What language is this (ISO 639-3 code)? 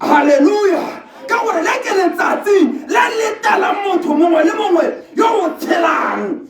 tsn